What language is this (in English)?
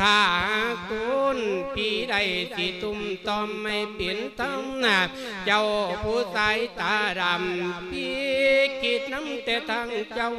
Lao